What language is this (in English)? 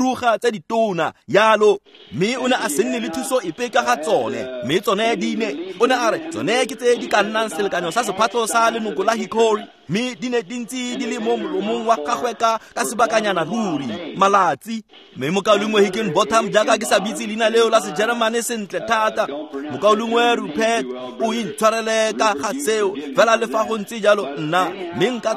Tswana